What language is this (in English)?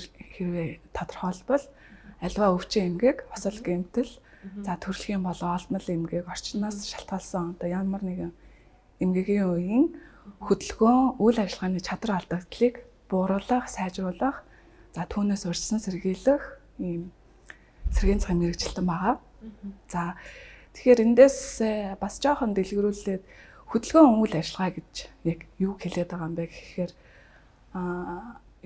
Mongolian